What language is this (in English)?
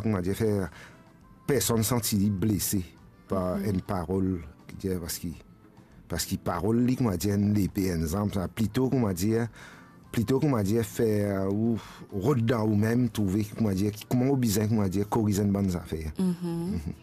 Morisyen